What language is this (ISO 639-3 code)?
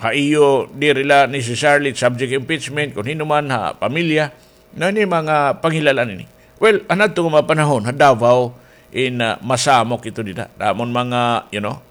war